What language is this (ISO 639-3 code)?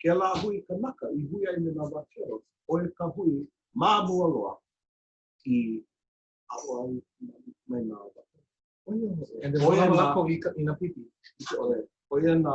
haw